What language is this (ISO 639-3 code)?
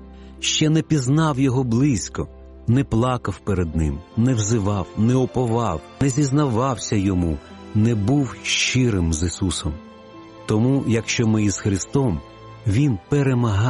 ukr